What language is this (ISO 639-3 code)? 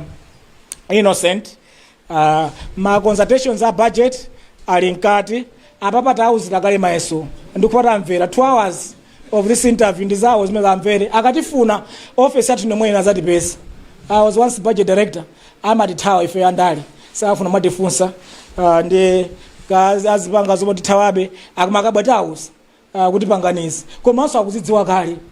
nya